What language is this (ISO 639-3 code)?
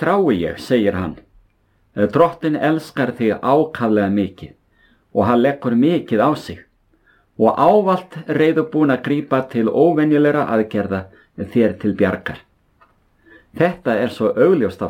isl